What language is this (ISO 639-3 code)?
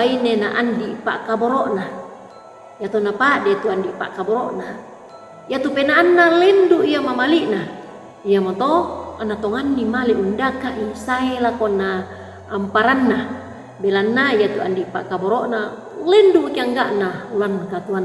sda